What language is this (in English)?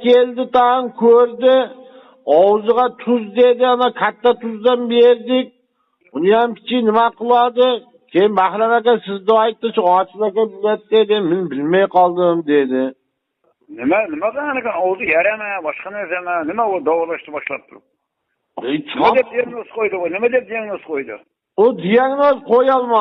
Uzbek